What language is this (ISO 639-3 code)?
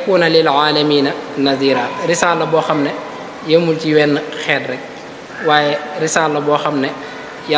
wol